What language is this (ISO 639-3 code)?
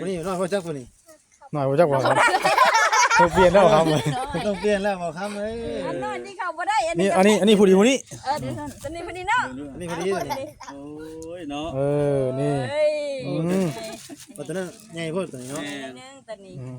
tts